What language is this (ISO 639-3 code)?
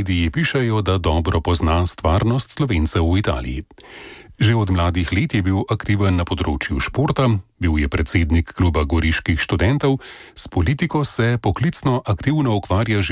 slv